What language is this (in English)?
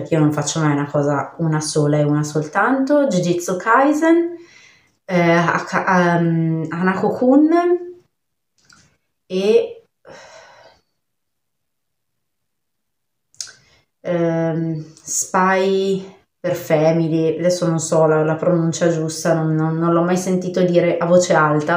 Italian